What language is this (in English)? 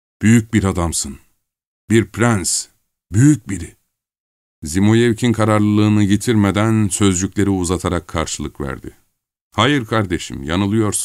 Turkish